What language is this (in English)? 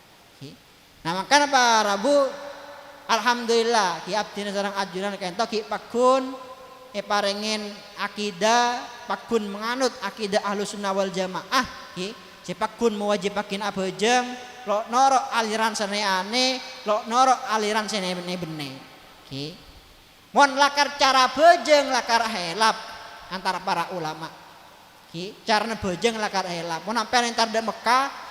Madurese